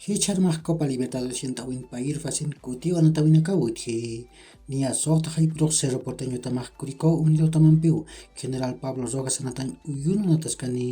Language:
Aymara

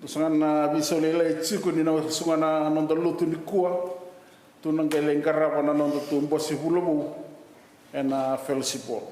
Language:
Fijian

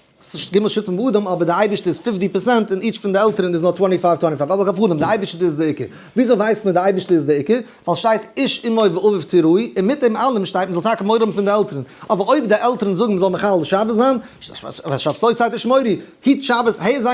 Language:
Yiddish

